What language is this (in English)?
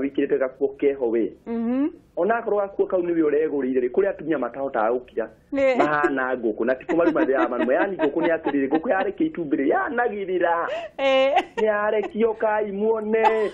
Kikuyu